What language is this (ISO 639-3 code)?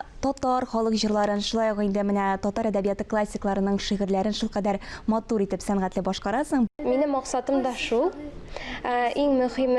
tat